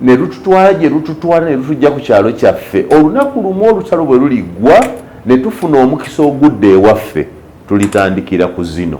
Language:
Ganda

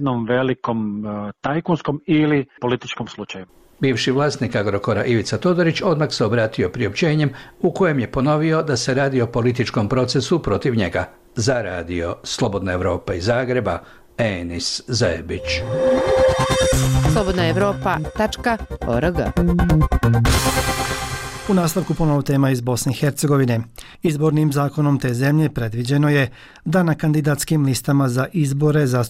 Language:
Bosnian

